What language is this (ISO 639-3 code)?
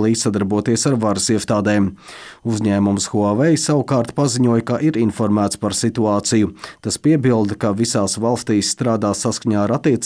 lav